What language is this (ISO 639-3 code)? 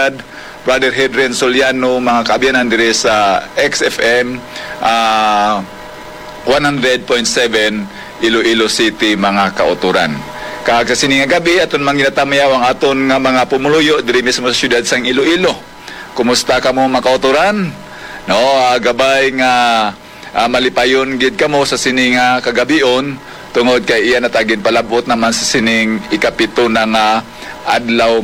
hil